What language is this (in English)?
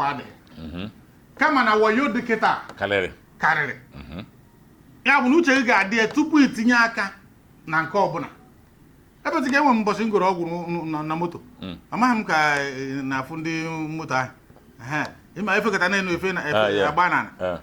Igbo